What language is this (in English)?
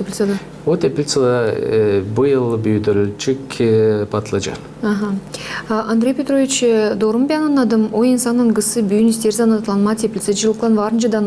Gagauz